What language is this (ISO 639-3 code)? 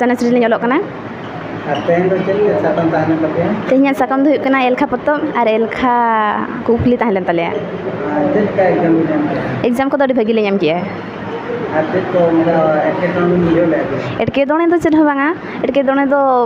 sat